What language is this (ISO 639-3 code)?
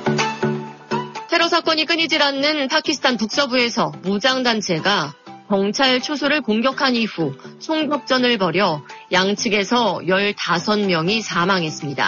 kor